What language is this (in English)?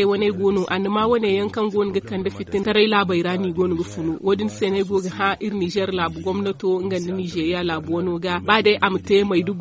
Zarma